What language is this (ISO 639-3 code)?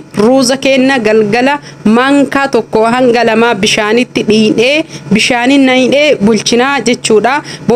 orm